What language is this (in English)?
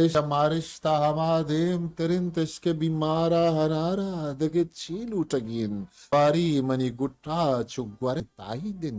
Eastern Balochi